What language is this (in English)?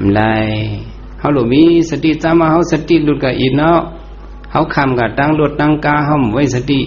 Shan